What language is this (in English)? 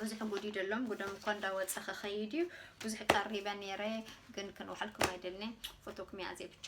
Tigrinya